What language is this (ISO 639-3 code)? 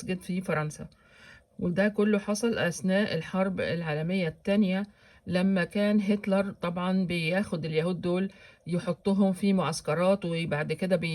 arz